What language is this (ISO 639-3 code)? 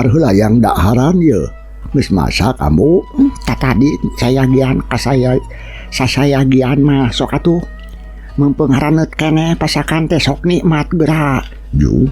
sun